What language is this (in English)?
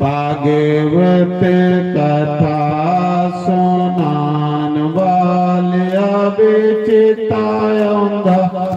Dogri